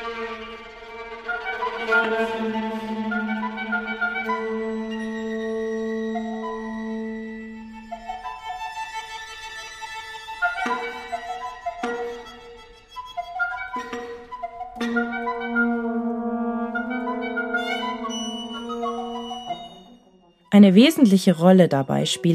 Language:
German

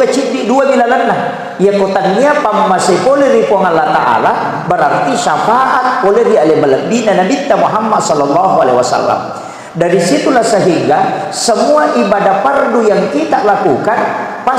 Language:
Buginese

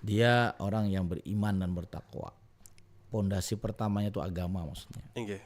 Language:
Banjar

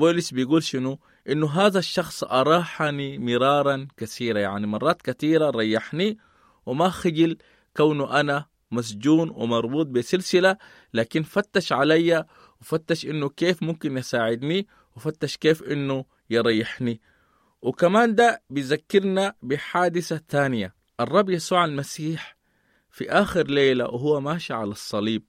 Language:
Sudanese Arabic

